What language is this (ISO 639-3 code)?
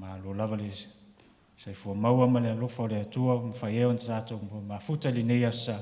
smo